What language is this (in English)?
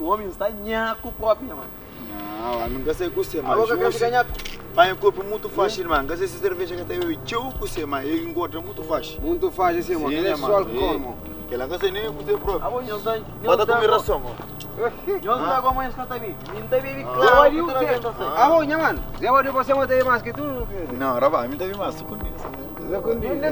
Kabuverdianu